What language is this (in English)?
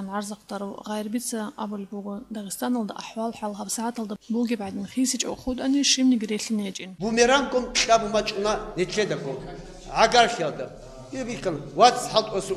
Avaric